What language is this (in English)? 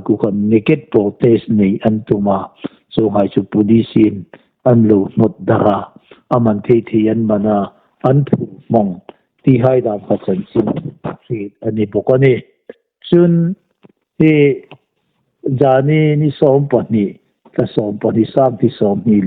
Hmar